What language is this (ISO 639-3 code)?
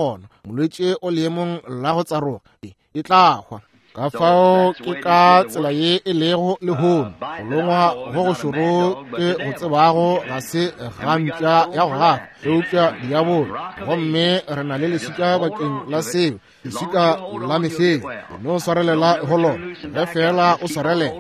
nso